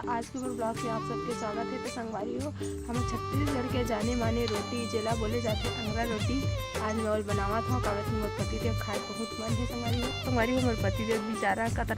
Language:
Chhattisgarhi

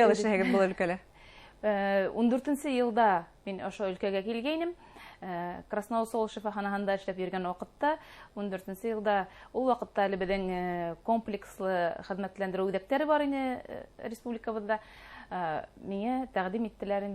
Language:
Bashkir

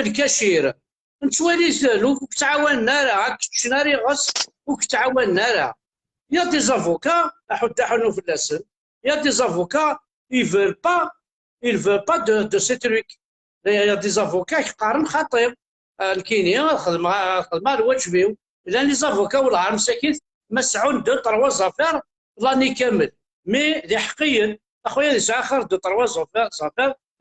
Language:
Kabyle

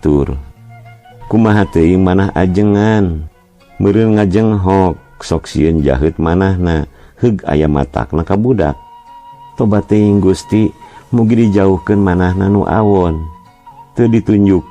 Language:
Sundanese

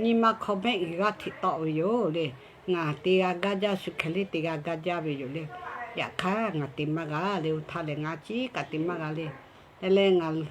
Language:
Lahu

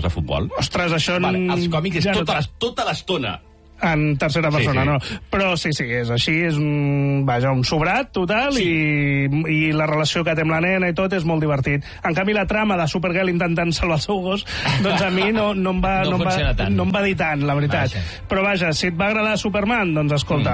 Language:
Catalan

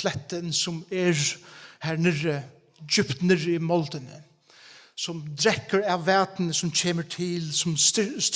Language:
Faroese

